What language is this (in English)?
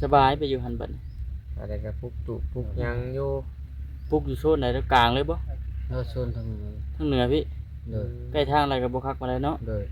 Lao